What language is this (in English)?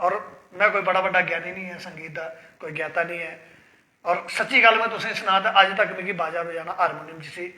Dogri